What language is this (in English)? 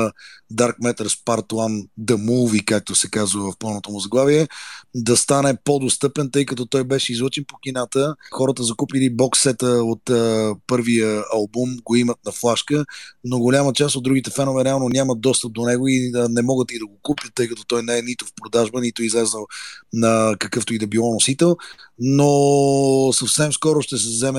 Bulgarian